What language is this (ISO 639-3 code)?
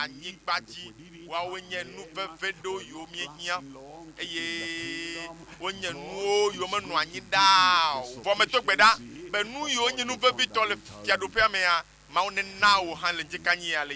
ewe